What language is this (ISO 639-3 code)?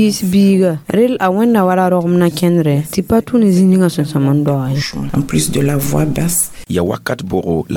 mos